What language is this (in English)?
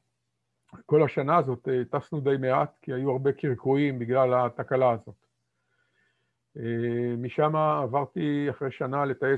Hebrew